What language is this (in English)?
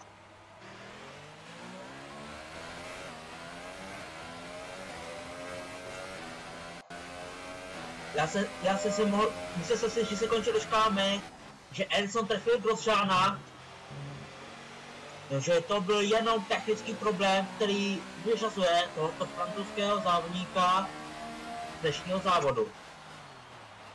Czech